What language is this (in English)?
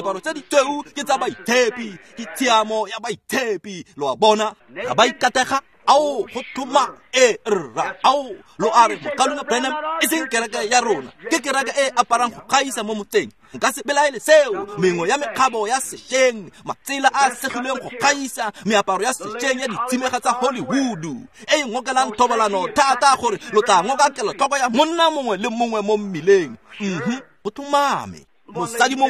Tswana